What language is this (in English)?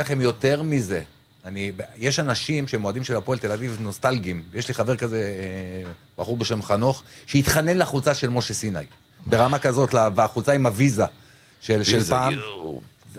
Hebrew